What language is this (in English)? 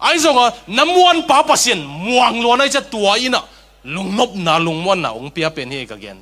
Tedim Chin